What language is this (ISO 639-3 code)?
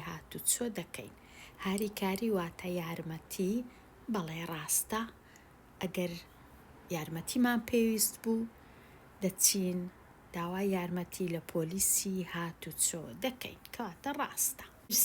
ckb